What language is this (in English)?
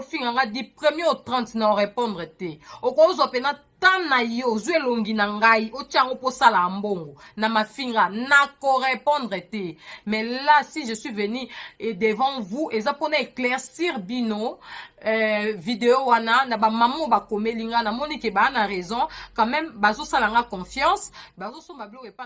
Lingala